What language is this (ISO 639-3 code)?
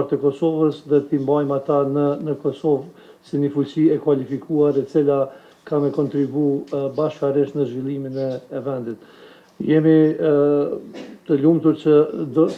sqi